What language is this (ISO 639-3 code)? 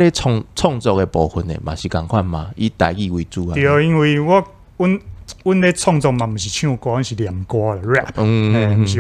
nan